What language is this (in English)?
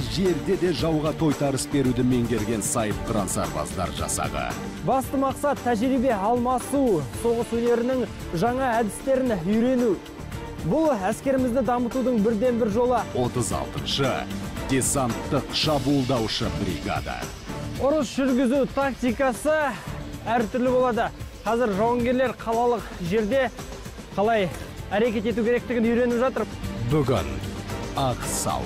Kazakh